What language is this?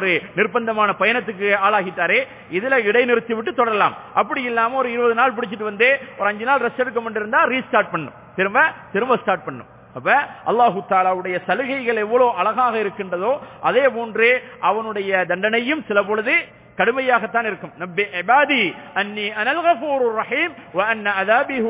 Tamil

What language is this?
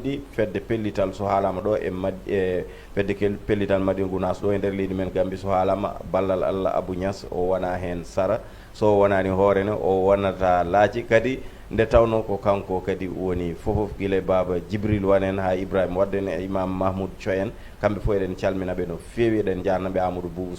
Fula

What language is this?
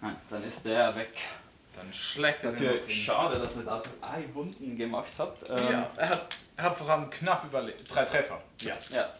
Swiss German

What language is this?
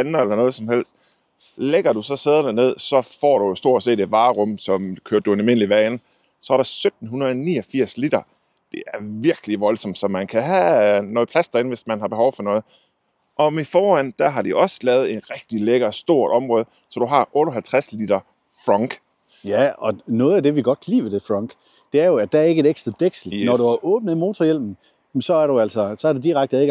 Danish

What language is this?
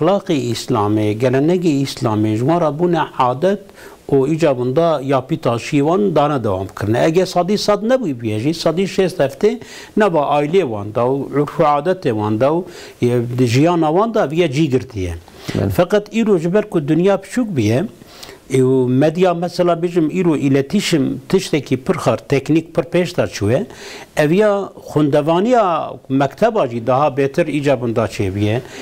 Kurdish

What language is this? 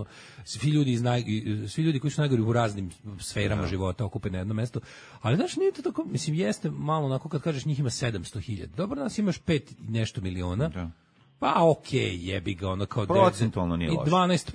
Serbian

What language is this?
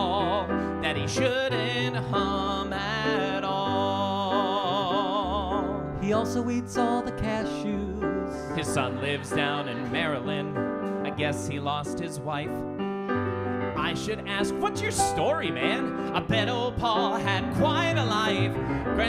English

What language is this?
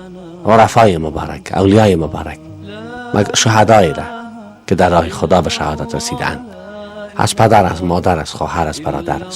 Persian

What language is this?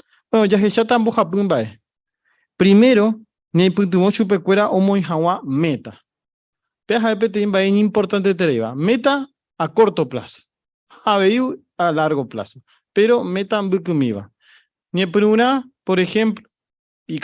Guarani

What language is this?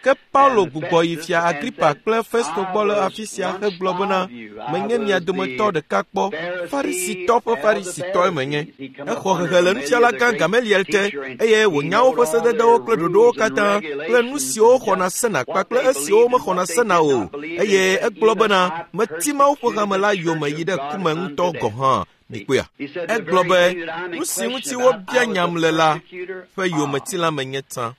Ewe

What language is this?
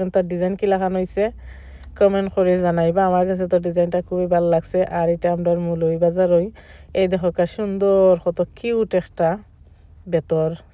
Sylheti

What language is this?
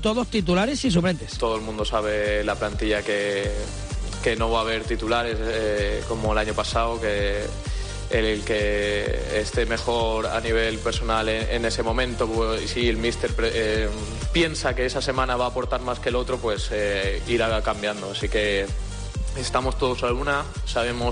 Spanish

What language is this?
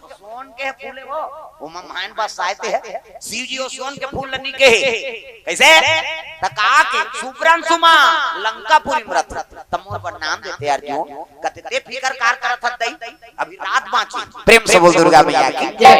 Chhattisgarhi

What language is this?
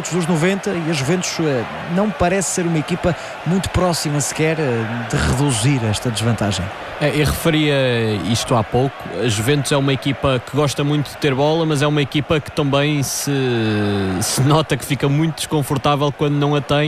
Portuguese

